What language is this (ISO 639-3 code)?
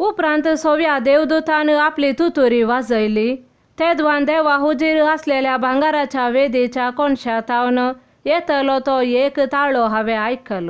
kok